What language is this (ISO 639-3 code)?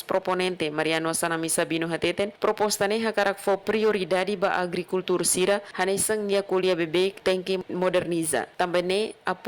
tet